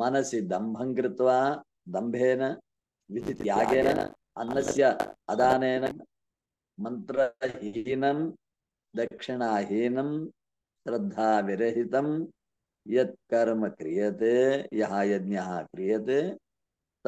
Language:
Sanskrit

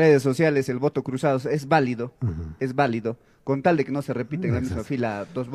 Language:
Spanish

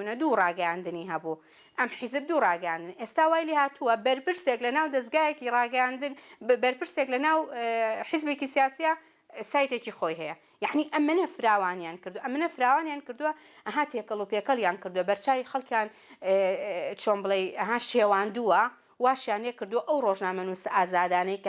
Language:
Central Kurdish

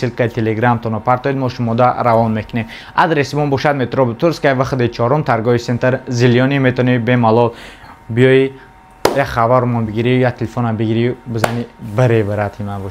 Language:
Tajik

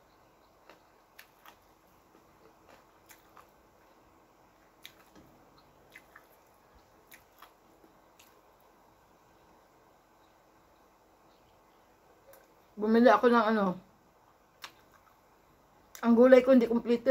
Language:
Filipino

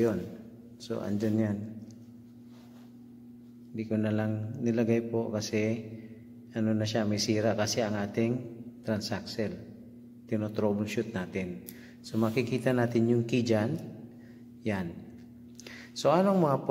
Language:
Filipino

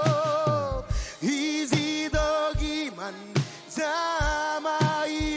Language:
Marshallese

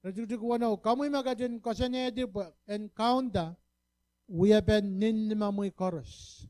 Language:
Pohnpeian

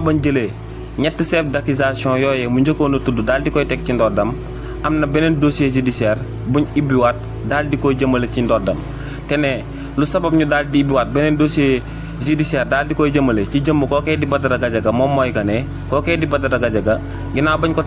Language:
Wolof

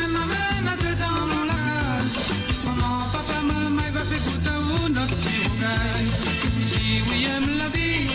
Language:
Morisyen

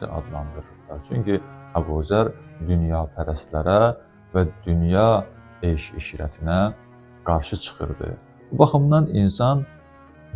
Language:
Azerbaijani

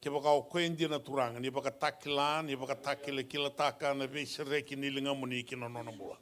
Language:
Fijian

